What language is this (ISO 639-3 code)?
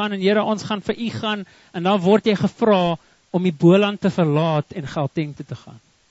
afr